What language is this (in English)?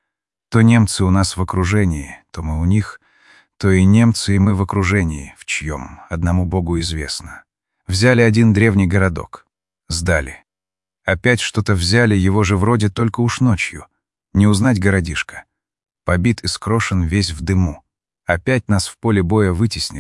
Russian